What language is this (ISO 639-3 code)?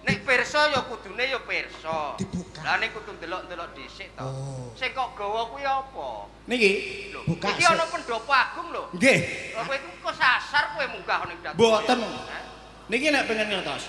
jav